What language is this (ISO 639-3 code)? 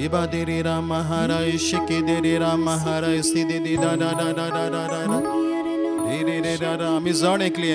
kok